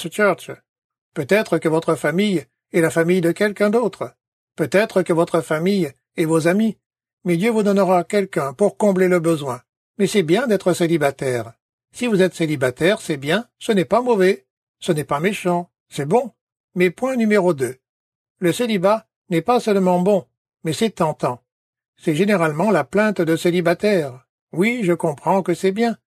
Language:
French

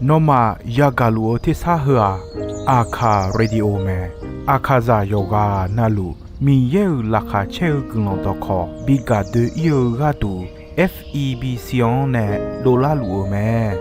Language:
Akha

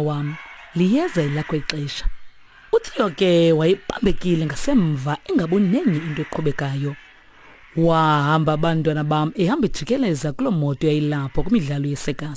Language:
Xhosa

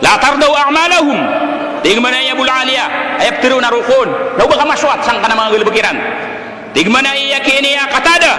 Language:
Maranao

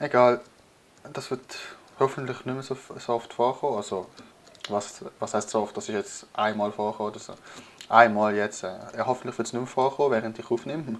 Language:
Swiss German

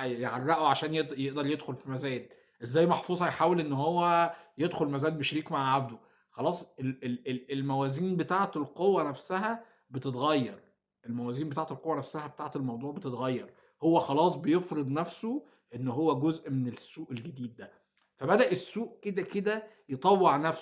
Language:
Egyptian Arabic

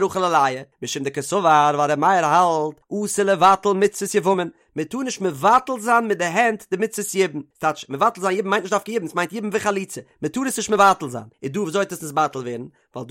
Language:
Yiddish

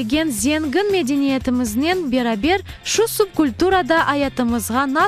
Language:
Crimean Tatar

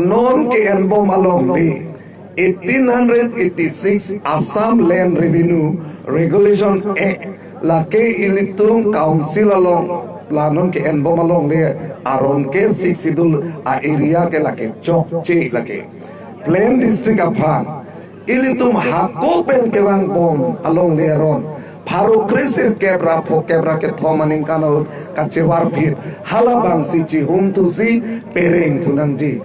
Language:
Karbi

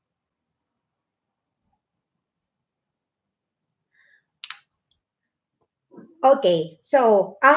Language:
Filipino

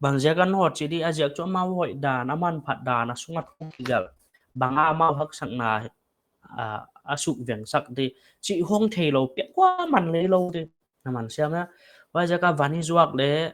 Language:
Paite Chin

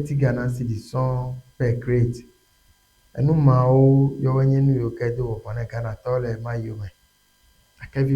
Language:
Ewe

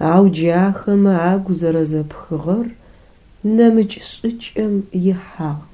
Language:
Adyghe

